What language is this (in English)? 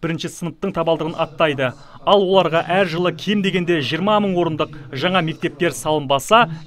Kazakh